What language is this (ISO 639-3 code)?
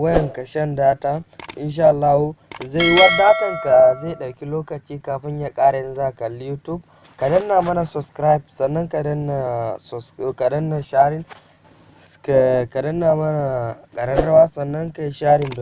hau